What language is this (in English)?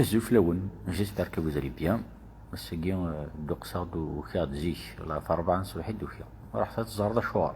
Kabyle